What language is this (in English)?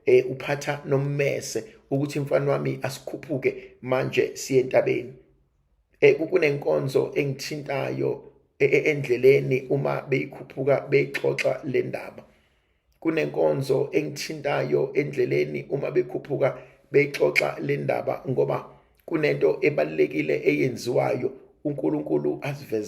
Zulu